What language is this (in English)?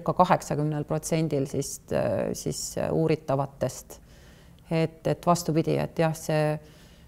Estonian